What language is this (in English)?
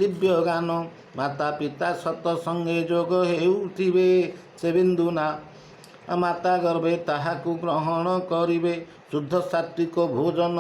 Odia